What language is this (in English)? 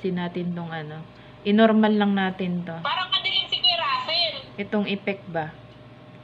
Filipino